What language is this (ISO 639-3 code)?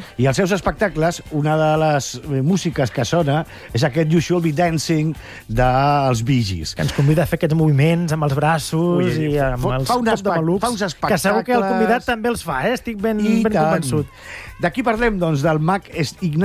cat